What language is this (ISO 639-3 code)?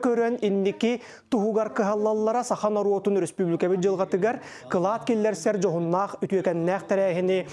sah